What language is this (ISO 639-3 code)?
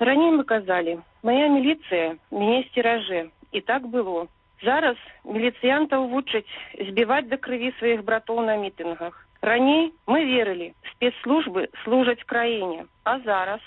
bel